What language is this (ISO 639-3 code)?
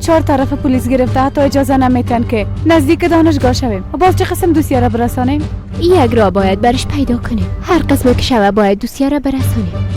fas